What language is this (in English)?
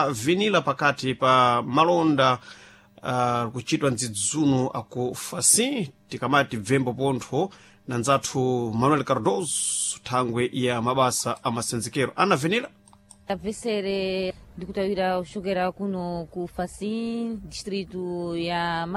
Sena